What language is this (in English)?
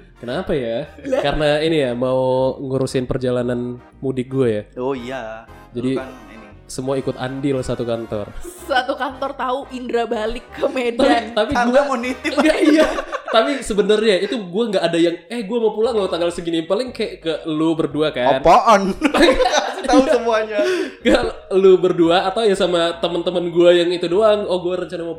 Indonesian